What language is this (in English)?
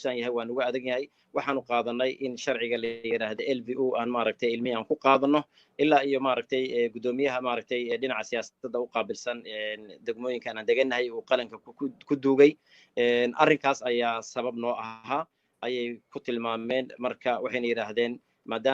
Somali